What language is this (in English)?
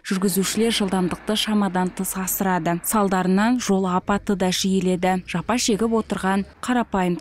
Kazakh